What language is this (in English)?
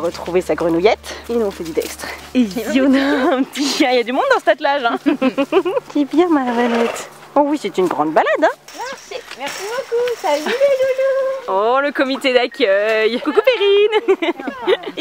French